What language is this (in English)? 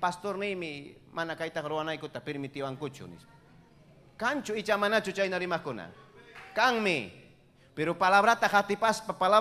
Ayacucho Quechua